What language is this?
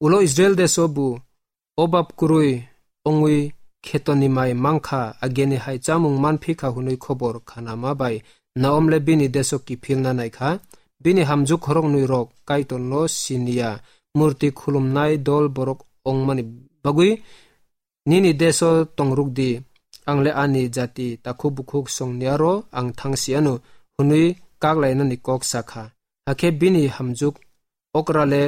Kok Borok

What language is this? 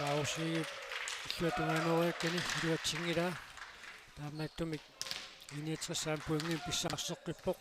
Kalaallisut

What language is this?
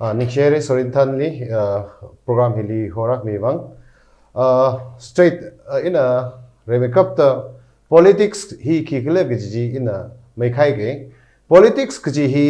Tangkhul Naga (India)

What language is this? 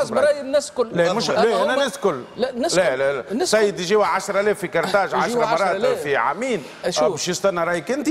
Tunisian Arabic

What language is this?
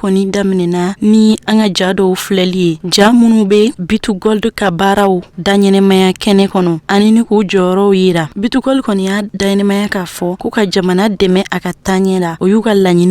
Bambara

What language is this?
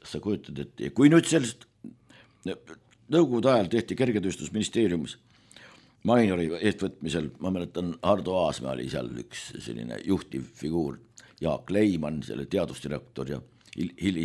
Estonian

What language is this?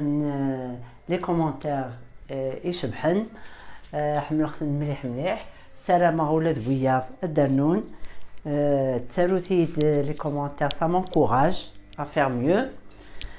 Kabyle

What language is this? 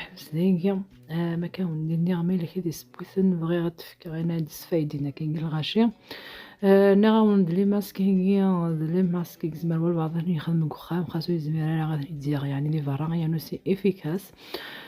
Kabyle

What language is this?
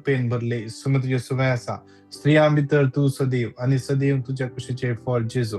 Konkani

